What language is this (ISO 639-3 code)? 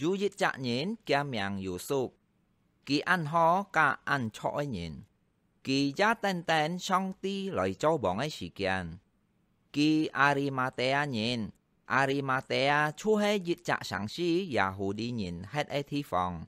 hak